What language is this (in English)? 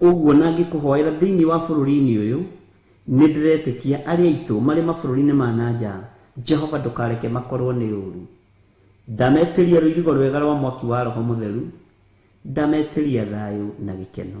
Kikuyu